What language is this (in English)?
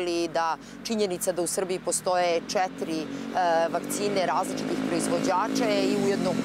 Serbian